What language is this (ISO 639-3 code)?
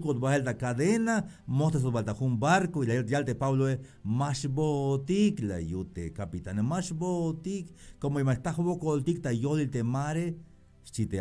tzh